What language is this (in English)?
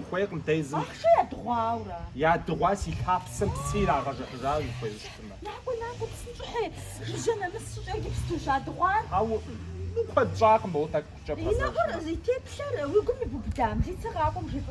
Kabardian